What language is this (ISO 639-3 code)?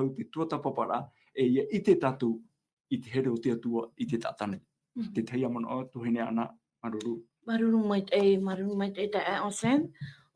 tah